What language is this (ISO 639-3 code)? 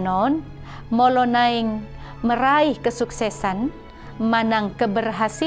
bbc